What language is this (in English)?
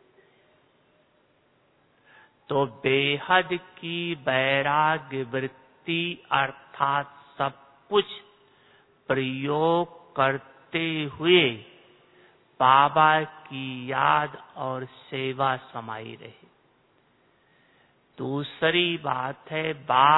Hindi